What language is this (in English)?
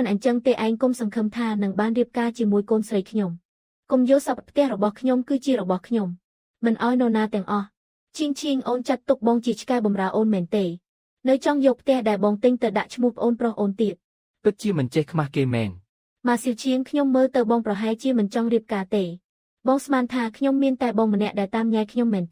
Khmer